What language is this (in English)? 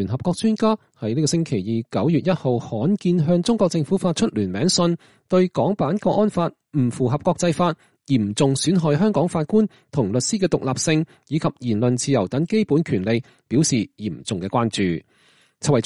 Cantonese